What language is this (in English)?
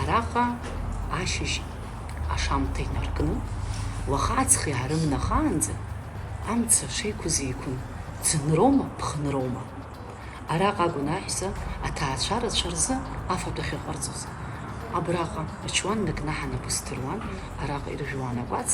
Abkhazian